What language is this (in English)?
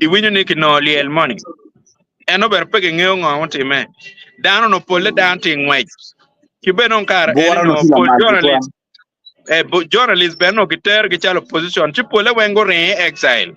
Acoli